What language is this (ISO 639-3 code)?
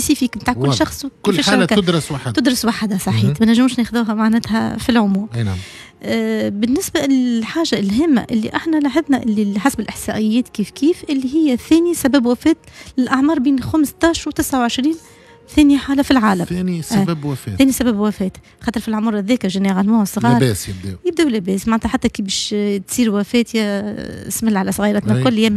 aeb